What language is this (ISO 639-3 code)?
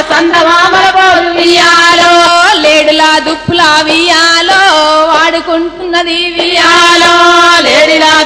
tel